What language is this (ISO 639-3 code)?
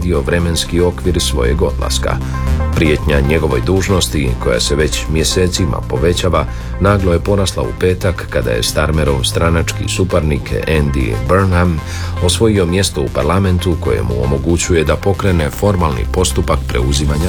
hrv